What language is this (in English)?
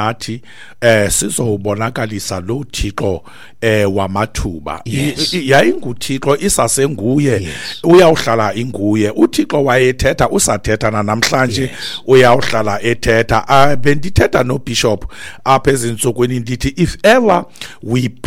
Xhosa